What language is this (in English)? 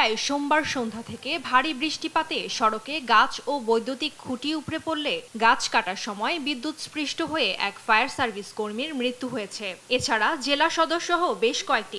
Bangla